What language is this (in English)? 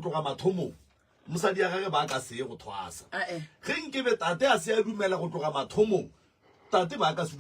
Northern Sotho